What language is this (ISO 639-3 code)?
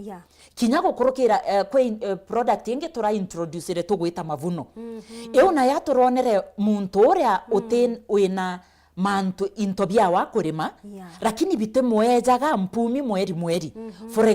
mer